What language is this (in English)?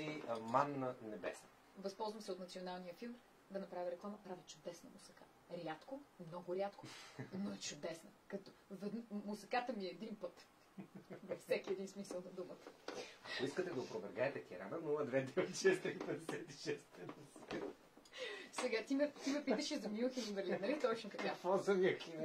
Bulgarian